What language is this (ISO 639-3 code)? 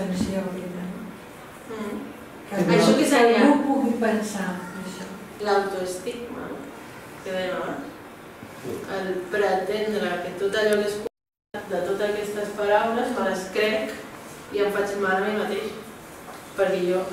cat